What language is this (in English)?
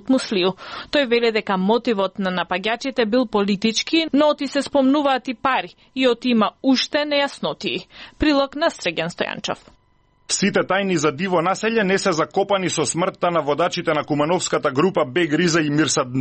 Macedonian